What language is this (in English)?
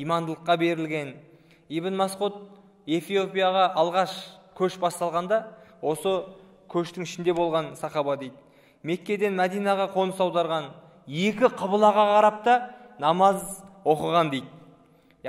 Kazakh